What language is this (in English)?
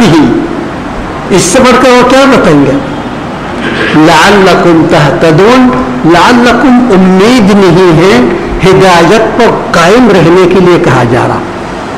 Urdu